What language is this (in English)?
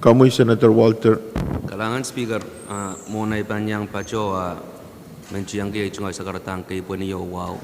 Pohnpeian